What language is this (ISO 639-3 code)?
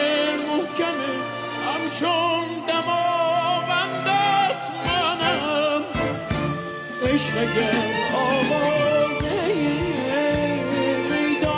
fas